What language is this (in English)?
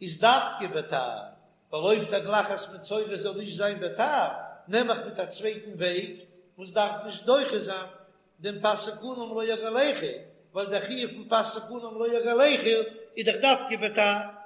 Yiddish